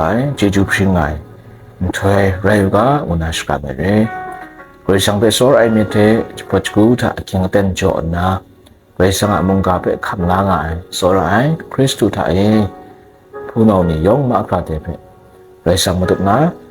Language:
Kachin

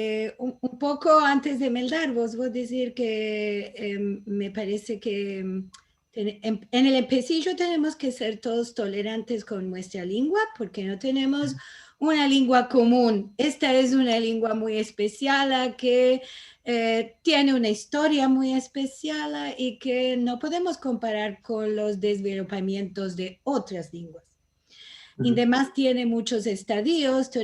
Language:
Ladino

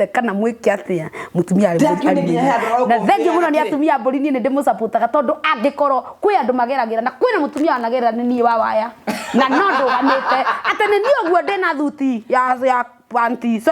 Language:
Kikuyu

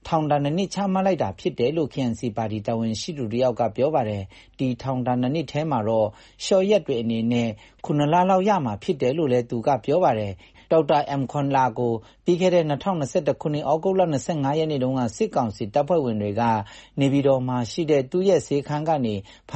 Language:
Burmese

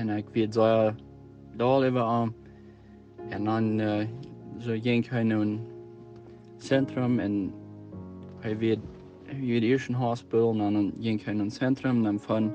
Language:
Plautdietsch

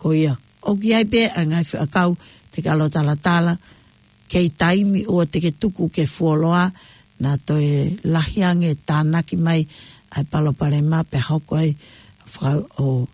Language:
Tongan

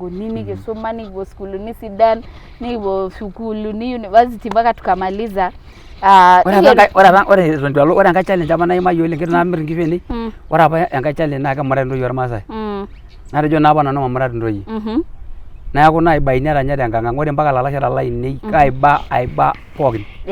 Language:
Masai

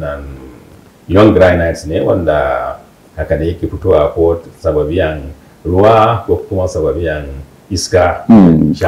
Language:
Hausa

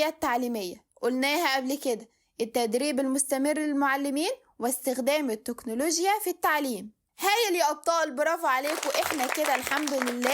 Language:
Egyptian Arabic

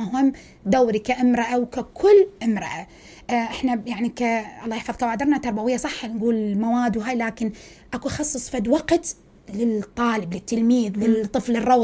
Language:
Mesopotamian Arabic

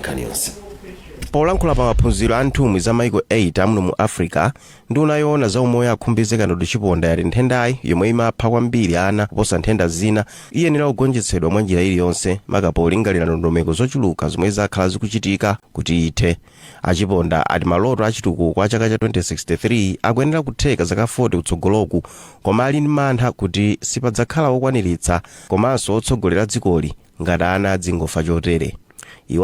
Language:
Nyanja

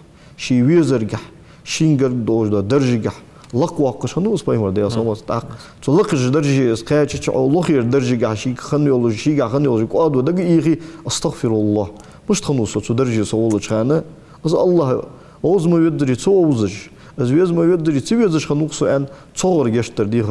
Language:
Ingush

